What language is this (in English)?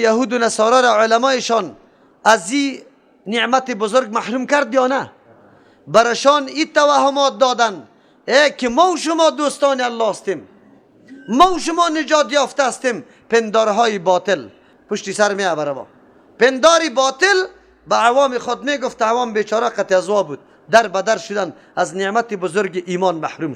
Persian